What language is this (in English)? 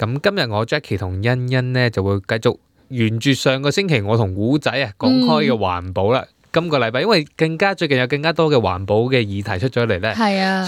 Cantonese